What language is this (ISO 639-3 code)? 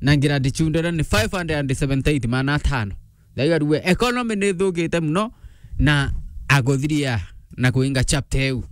mer